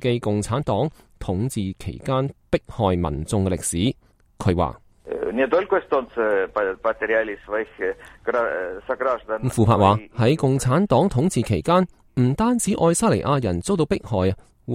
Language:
Cantonese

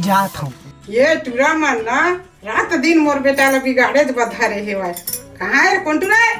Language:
Chhattisgarhi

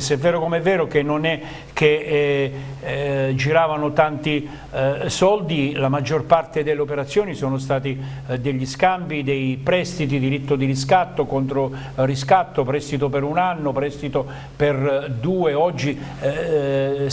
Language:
Italian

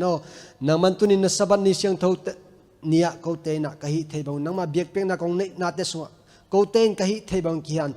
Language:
Tedim Chin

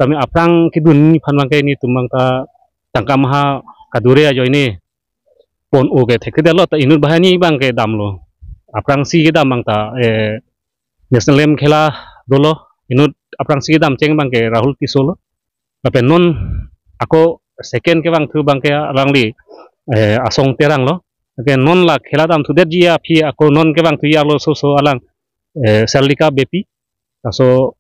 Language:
Karbi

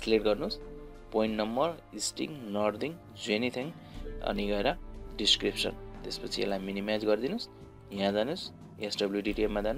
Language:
Nepali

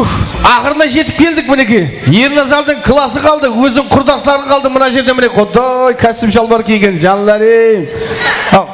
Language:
Kara-Kalpak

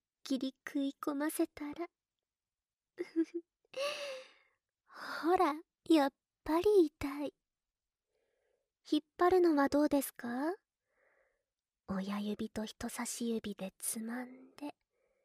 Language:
Japanese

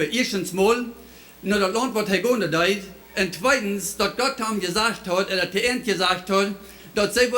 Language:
Plautdietsch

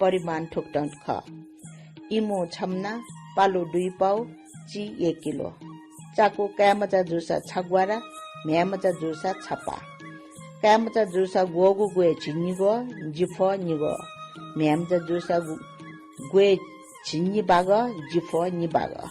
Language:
Newari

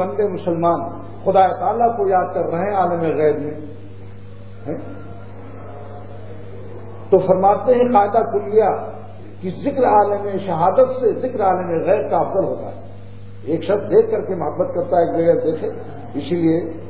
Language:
Urdu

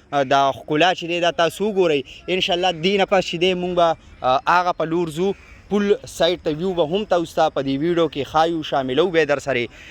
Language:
Pashto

